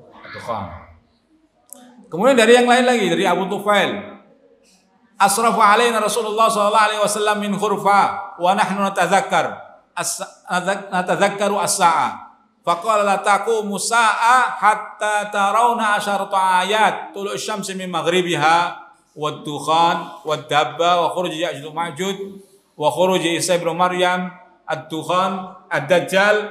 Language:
Indonesian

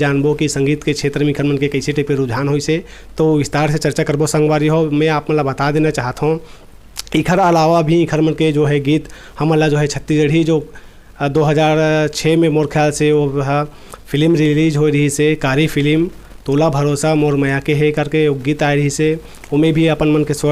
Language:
Chhattisgarhi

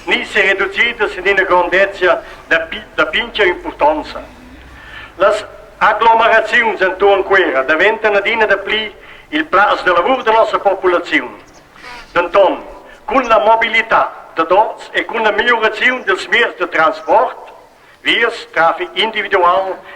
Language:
Romansh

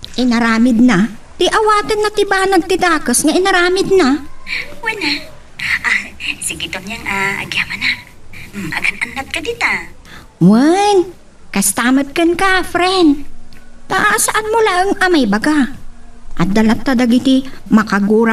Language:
Iloko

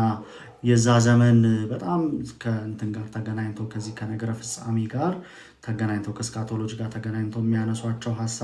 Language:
Amharic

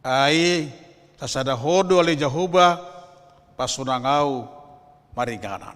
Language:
Batak Toba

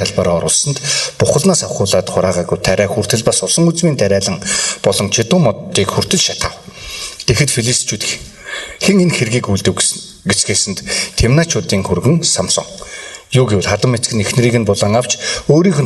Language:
Mongolian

